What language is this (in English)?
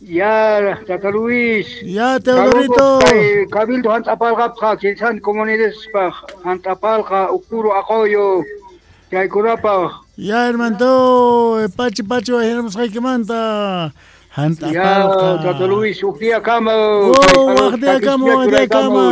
South Bolivian Quechua